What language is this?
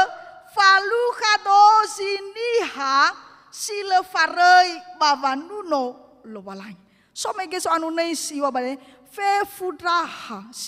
Nias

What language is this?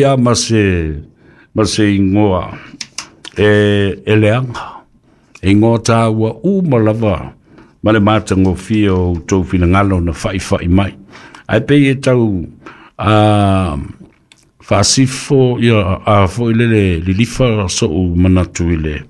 Samoan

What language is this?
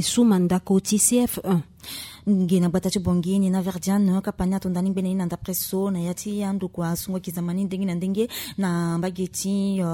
Sango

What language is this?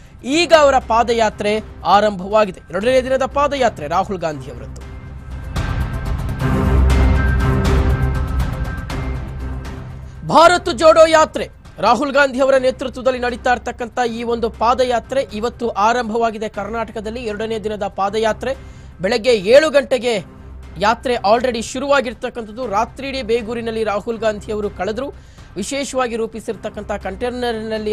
Kannada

